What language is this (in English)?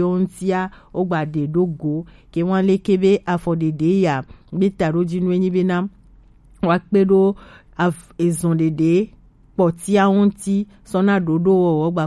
Gen